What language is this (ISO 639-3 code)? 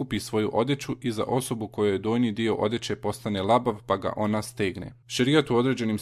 bos